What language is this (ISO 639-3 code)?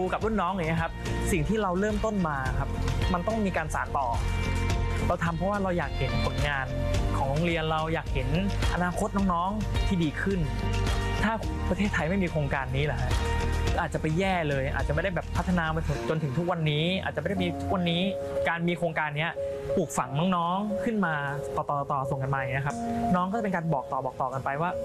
tha